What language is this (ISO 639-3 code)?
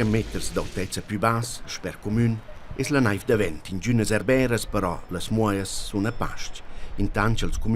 roh